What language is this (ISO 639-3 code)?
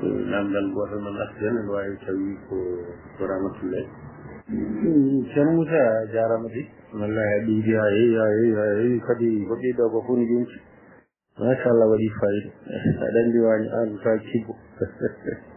ful